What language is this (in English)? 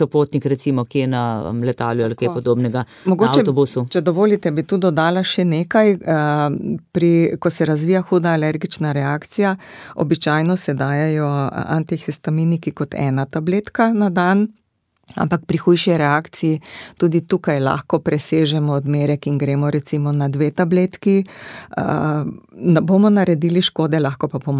Slovenian